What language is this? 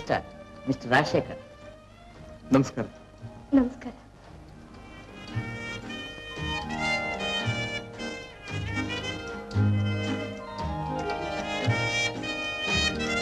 Kannada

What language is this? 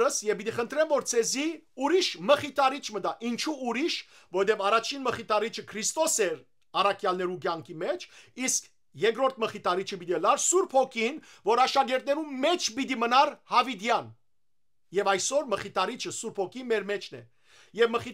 Western Armenian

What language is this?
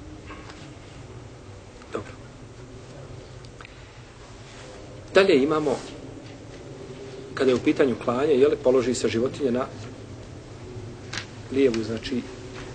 Bosnian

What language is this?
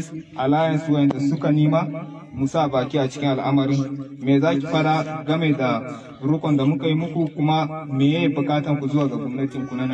Hausa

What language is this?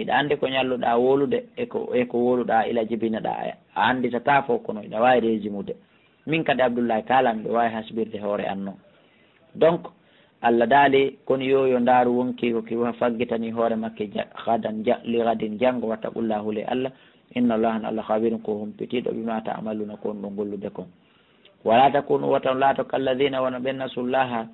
Pular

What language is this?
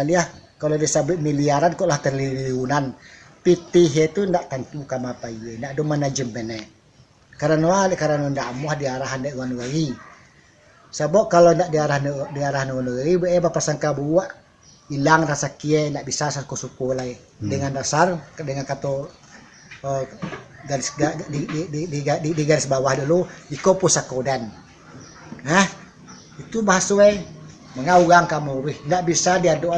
Minangkabau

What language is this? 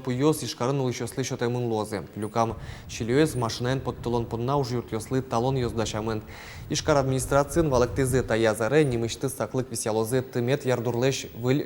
Udmurt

